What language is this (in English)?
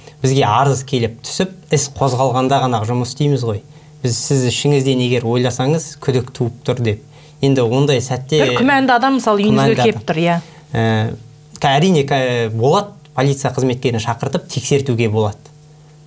Kazakh